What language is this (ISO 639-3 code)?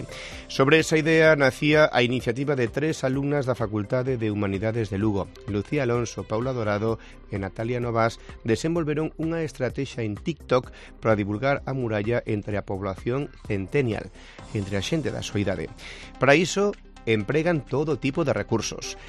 glg